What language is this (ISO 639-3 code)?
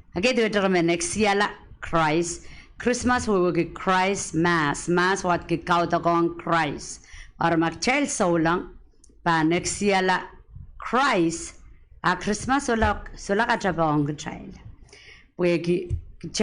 pon